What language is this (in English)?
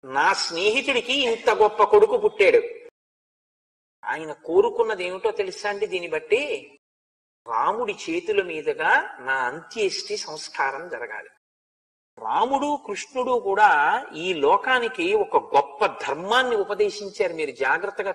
Telugu